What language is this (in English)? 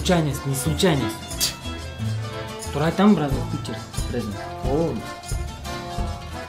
Kyrgyz